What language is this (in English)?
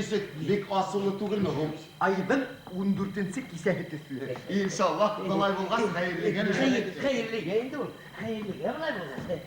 Bashkir